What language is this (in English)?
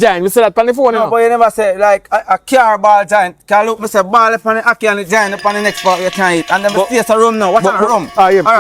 Jamaican Creole English